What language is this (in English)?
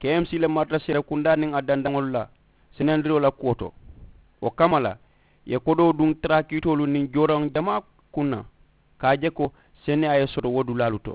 Mandingo